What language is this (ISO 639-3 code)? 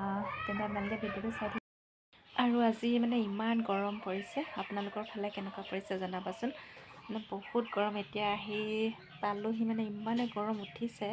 asm